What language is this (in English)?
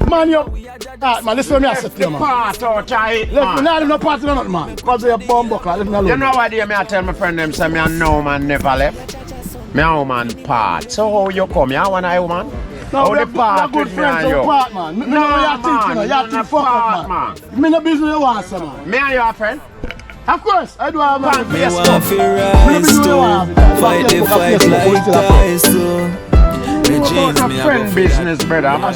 Jamaican Creole English